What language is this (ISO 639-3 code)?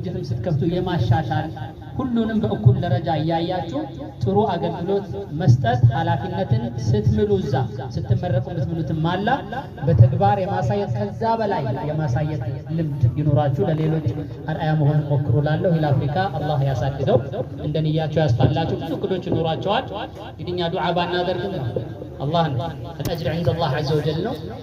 amh